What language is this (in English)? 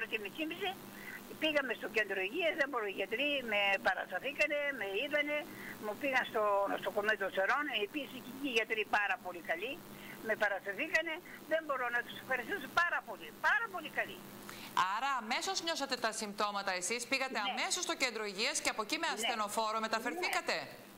Greek